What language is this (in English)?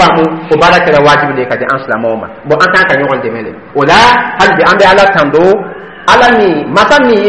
Dyula